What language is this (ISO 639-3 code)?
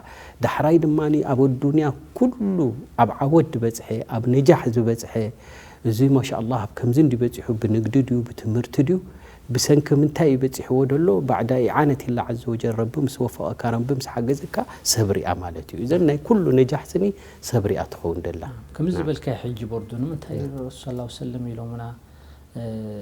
tir